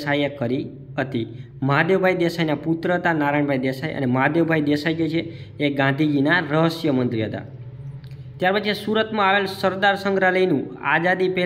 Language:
Gujarati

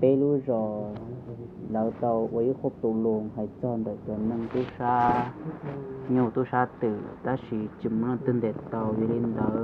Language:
Hmong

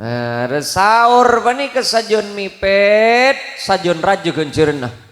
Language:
Madurese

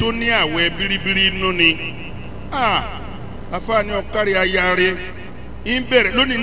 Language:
Yoruba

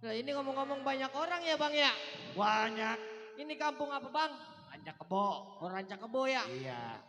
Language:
Betawi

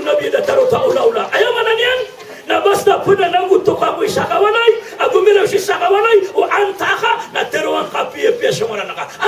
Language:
Maranao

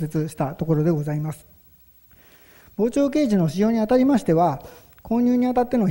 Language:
Japanese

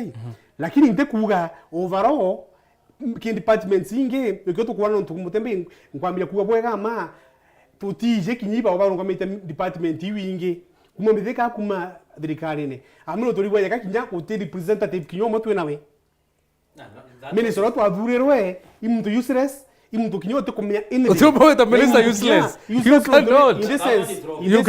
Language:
Meru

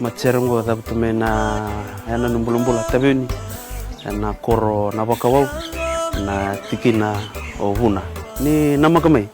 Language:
Fijian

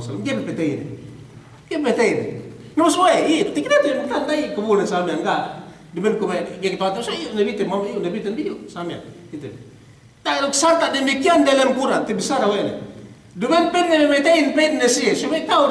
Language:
Yakan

